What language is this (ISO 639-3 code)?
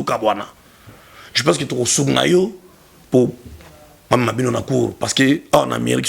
lin